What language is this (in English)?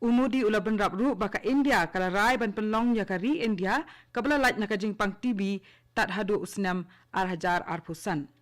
Khasi